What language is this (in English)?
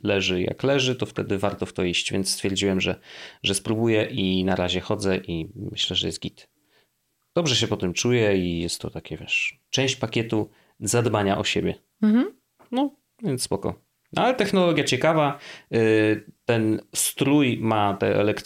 Polish